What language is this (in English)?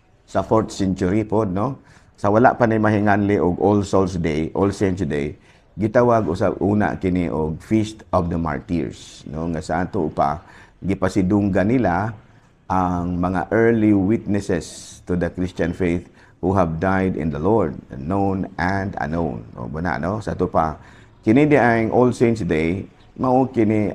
Cebuano